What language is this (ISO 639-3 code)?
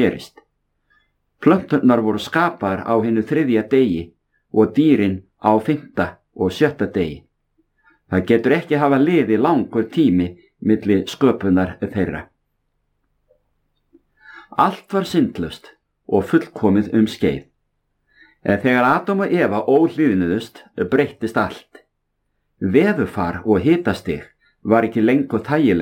isl